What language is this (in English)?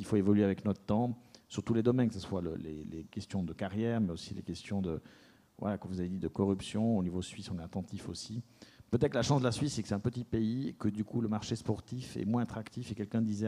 French